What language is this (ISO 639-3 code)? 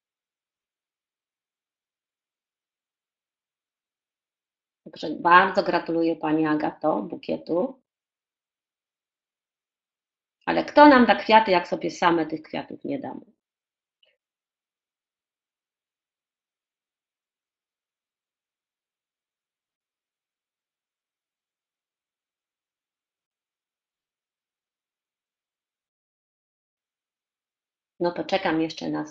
pol